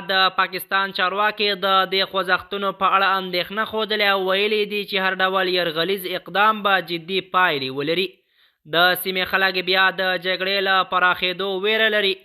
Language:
Pashto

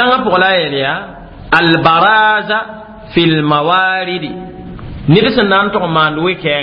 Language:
Mossi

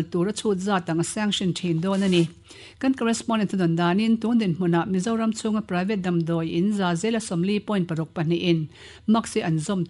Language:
Mizo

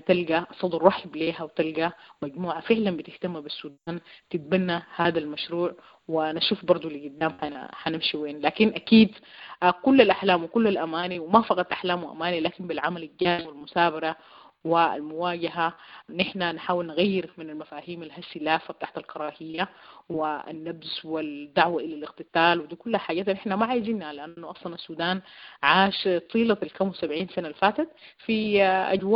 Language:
Sudanese Arabic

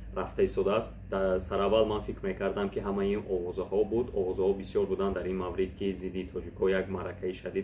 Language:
Tajik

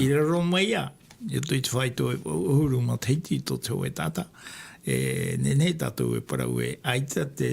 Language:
Tahitian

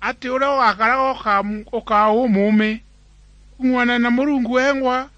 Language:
Meru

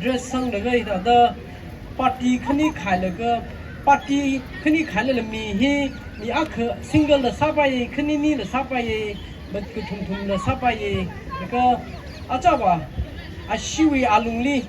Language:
Tangkhul Naga (India)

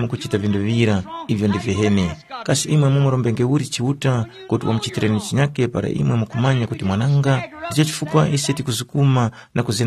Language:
Tumbuka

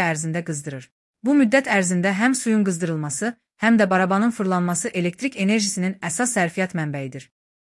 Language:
Azerbaijani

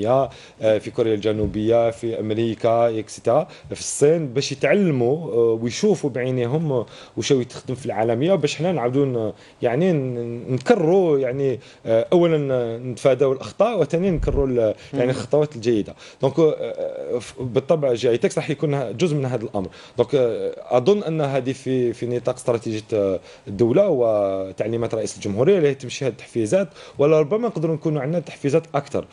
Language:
Algerian Arabic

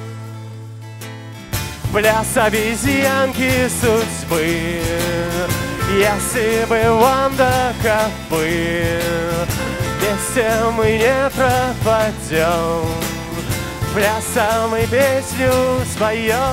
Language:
Russian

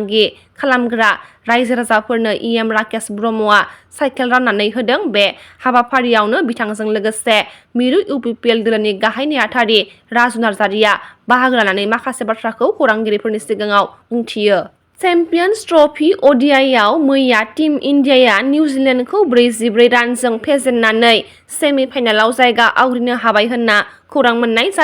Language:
Bodo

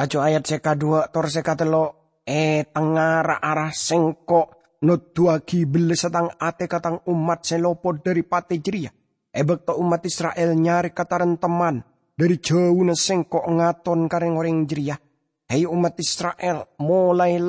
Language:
Madurese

